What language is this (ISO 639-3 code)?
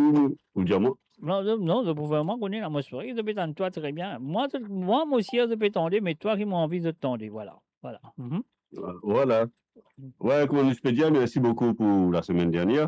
mfe